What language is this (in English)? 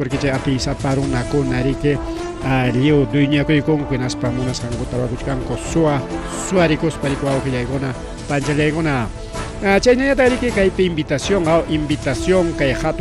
Ayacucho Quechua